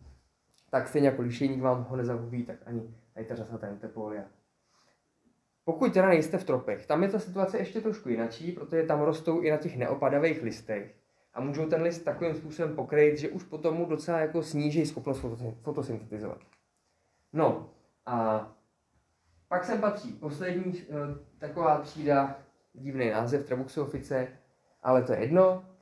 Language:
Czech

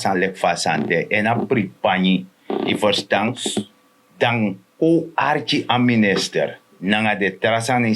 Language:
Sranan Tongo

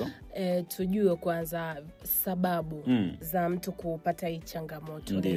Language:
Swahili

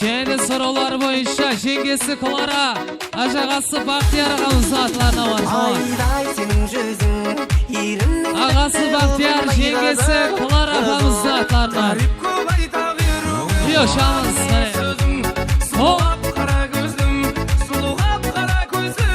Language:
Kara-Kalpak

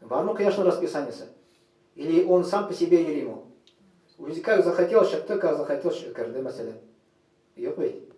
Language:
Tatar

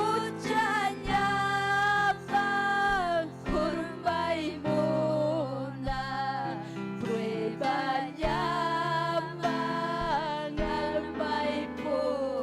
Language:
Ayacucho Quechua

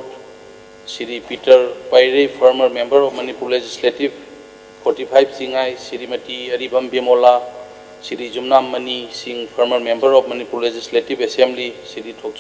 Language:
Manipuri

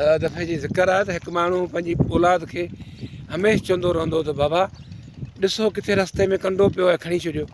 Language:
Sindhi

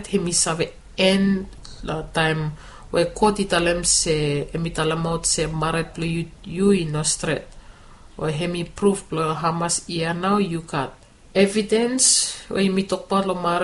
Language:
Bislama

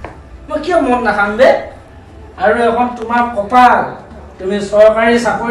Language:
Assamese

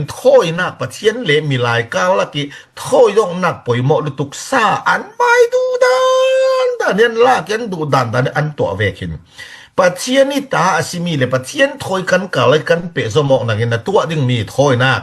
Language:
Falam Chin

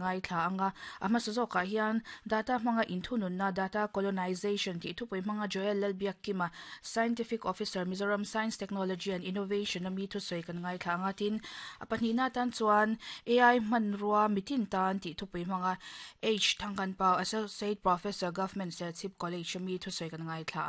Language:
Mizo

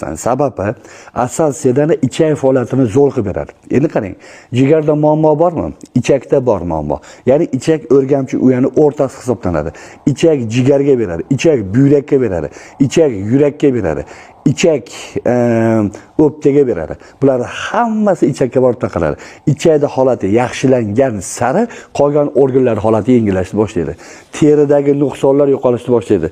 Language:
Uzbek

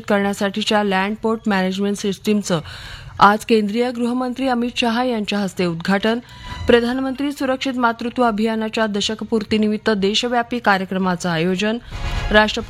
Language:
Marathi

